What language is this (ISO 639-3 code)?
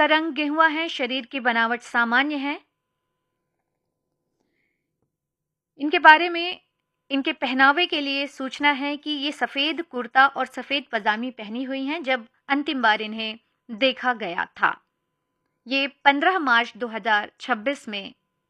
hin